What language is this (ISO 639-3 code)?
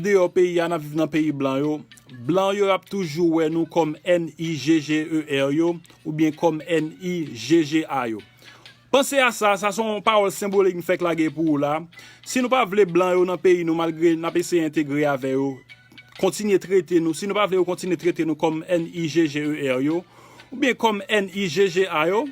hat